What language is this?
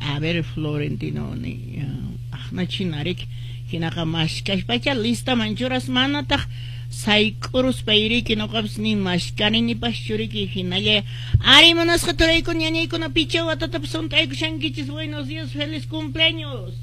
Quechua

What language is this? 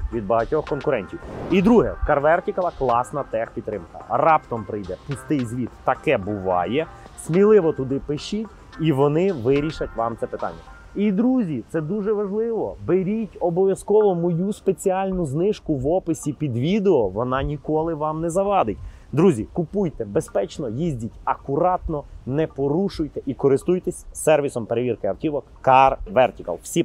Ukrainian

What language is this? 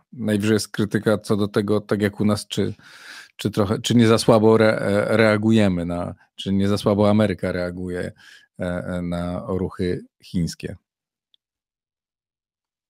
Polish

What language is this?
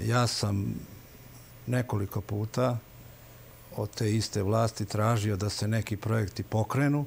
Serbian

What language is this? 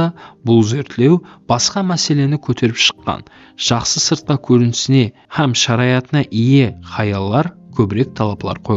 Kara-Kalpak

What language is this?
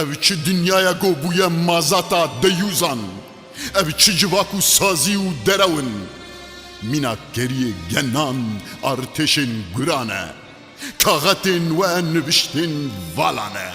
Kurdish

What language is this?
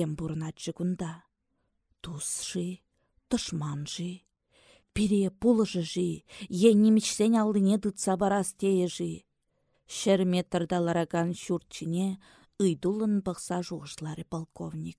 Chuvash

